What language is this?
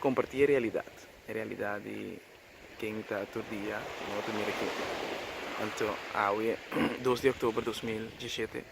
Papiamento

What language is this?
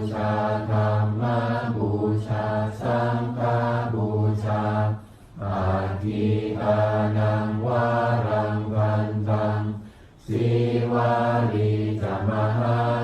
Pali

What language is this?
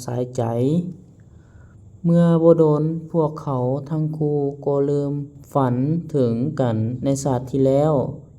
Lao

